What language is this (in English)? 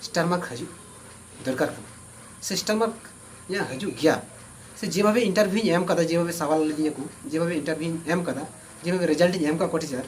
Santali